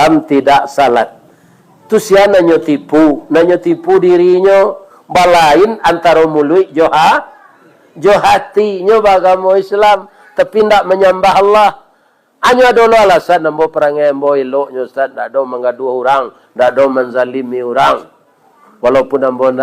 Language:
Minangkabau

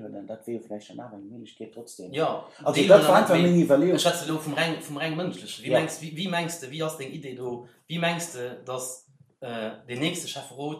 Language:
Luxembourgish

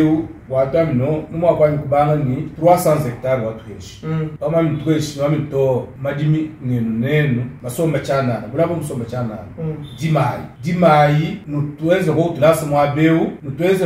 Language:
Luba-Lulua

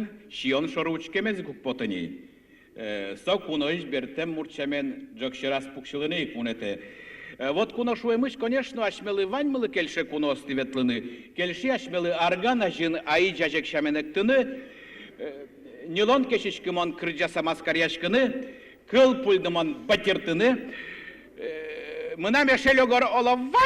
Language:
Udmurt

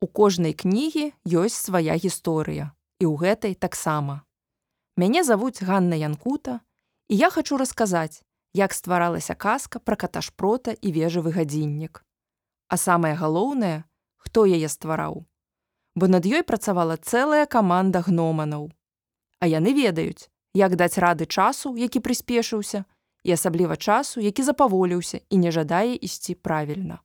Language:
Belarusian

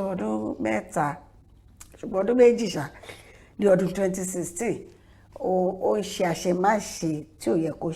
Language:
Yoruba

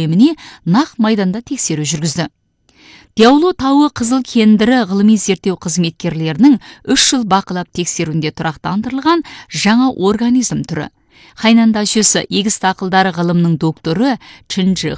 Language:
Kazakh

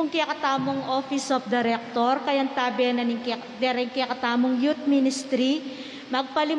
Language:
Pampanga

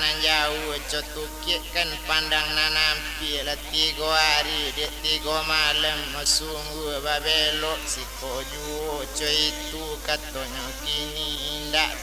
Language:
Minangkabau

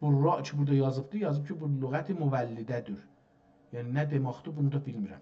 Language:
South Azerbaijani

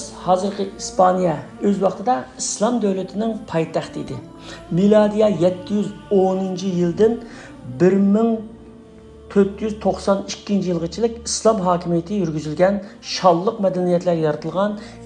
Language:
Uyghur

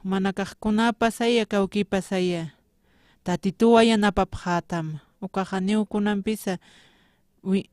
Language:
Aymara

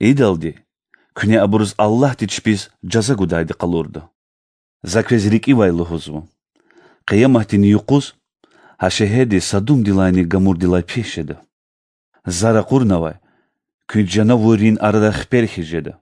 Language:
Lezghian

